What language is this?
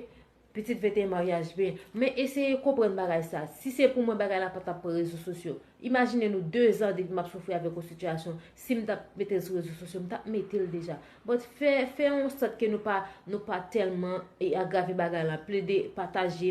Haitian Creole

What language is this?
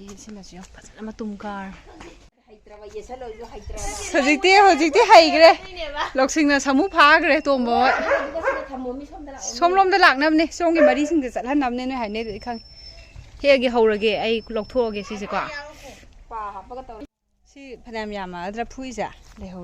Manipuri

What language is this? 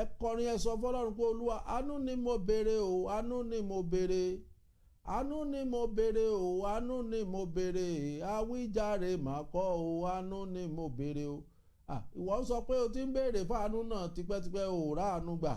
Yoruba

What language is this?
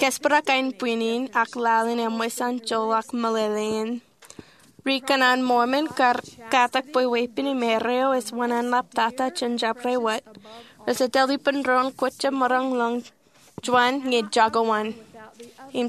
Marshallese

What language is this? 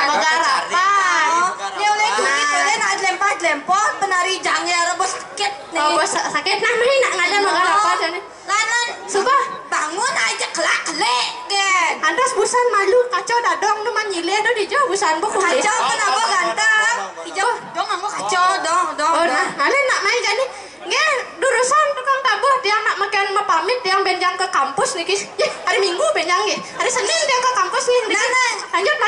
Balinese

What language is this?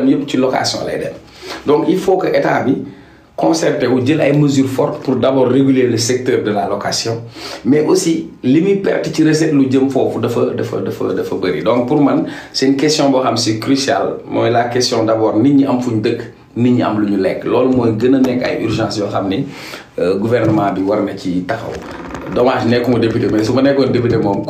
Wolof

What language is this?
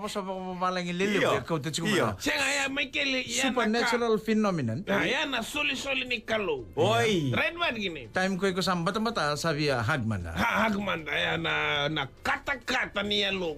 Fijian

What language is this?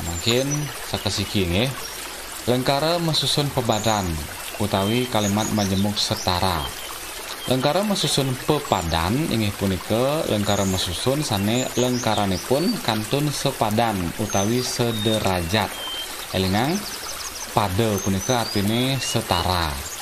Balinese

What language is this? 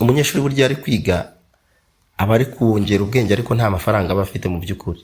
Kinyarwanda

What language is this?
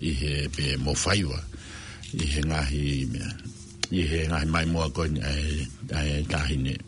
Tongan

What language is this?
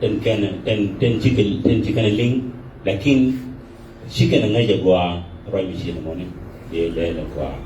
Nuer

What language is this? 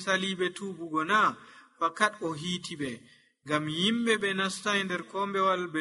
Nigerian Fulfulde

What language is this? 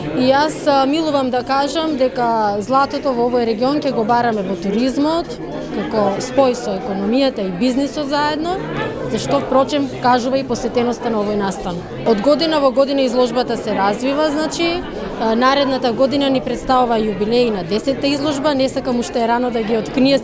Macedonian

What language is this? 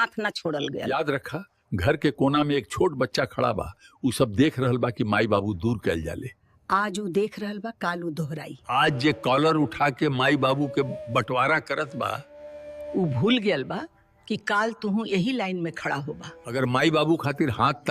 Bhojpuri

